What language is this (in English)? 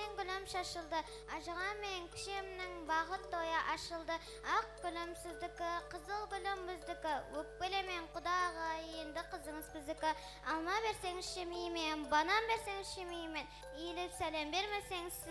Kara-Kalpak